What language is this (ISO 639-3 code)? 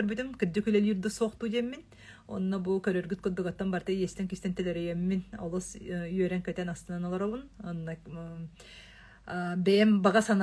sah